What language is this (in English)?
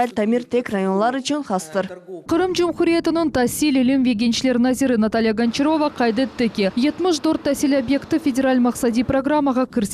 Crimean Tatar